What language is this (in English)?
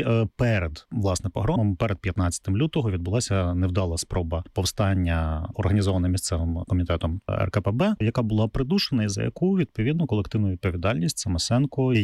Ukrainian